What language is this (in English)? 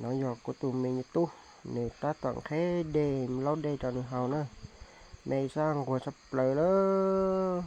Hmong